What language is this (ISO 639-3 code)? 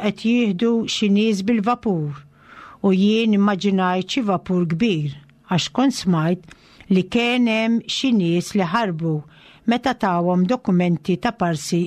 mlt